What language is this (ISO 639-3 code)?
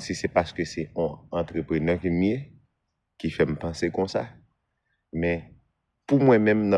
hat